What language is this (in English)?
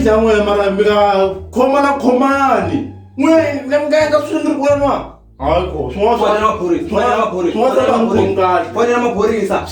Tsonga